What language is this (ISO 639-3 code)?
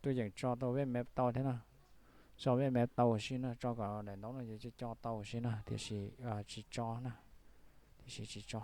hmn